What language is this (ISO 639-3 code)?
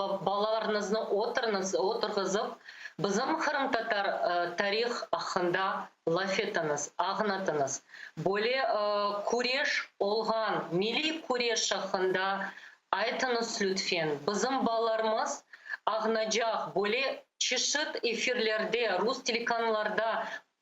crh